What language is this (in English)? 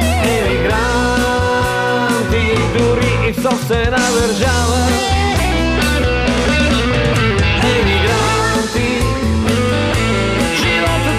Bulgarian